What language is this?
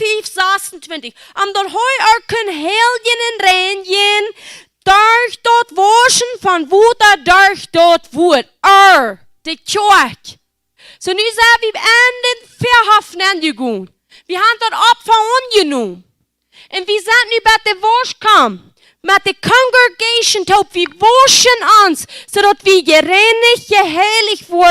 Plautdietsch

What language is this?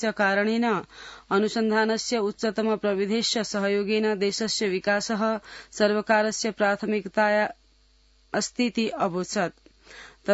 Sanskrit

